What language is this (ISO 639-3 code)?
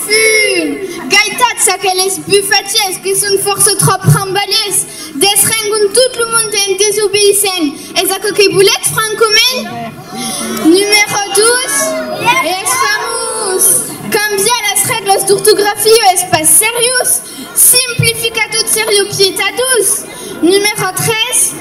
oci